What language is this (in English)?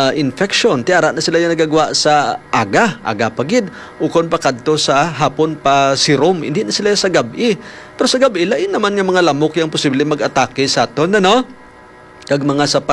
Hiligaynon